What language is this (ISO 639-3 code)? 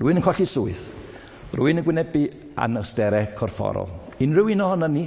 cym